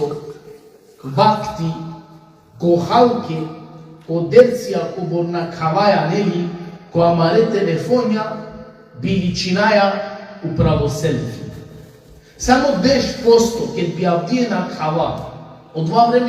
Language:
Balkan Romani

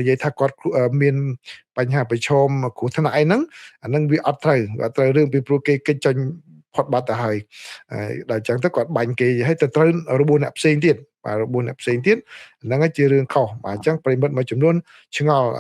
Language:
Khmer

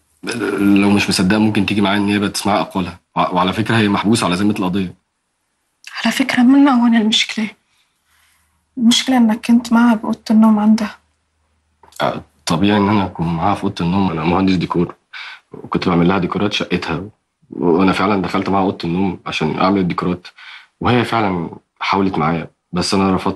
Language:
Egyptian Arabic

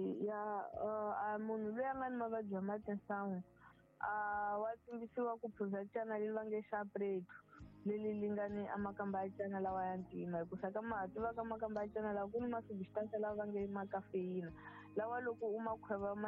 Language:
Tsonga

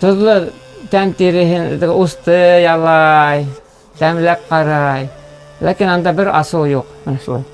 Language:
Bashkir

